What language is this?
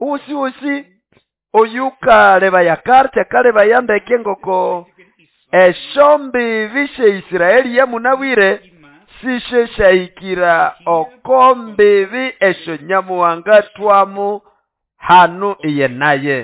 Nande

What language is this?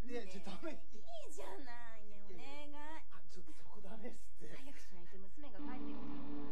Japanese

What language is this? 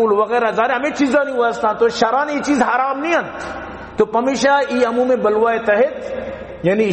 Baluchi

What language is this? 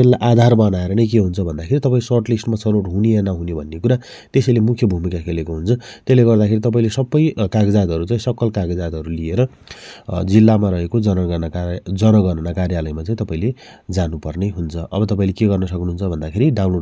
Nepali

